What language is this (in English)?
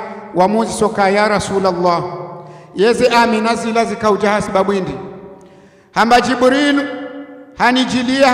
Ngazidja Comorian